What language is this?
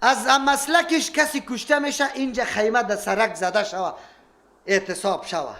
Persian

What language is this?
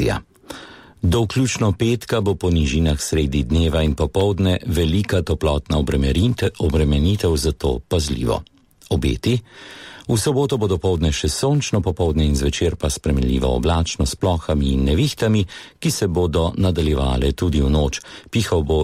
Slovenian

